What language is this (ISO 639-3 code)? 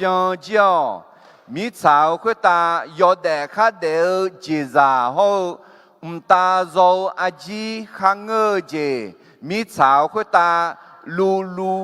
ahk